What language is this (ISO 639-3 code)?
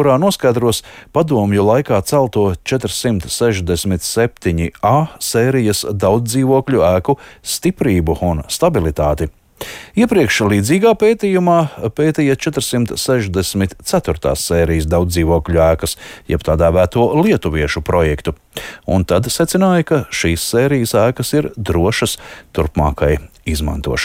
lav